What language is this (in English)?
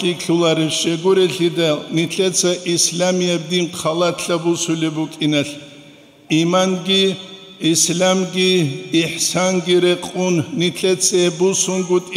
Avaric